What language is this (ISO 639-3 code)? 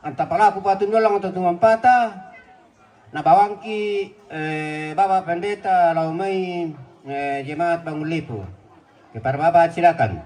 sda